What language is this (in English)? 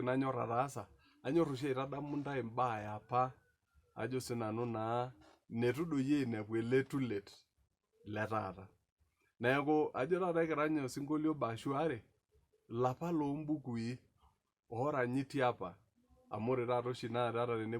Masai